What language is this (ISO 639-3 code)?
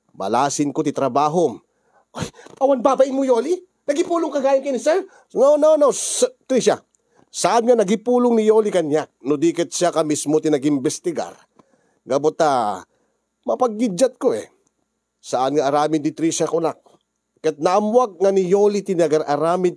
ilo